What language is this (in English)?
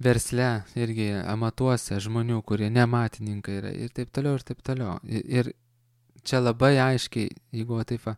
Lithuanian